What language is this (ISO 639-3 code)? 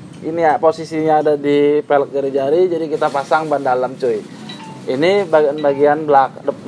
ind